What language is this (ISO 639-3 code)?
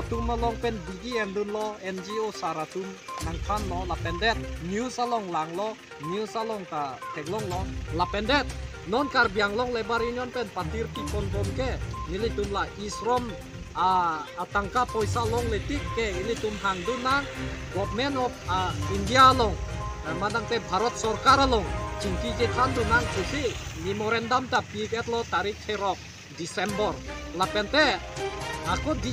mjw